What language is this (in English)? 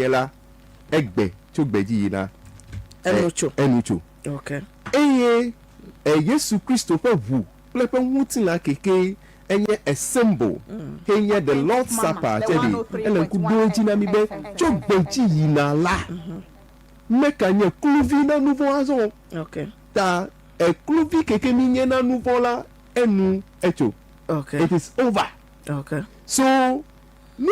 Ewe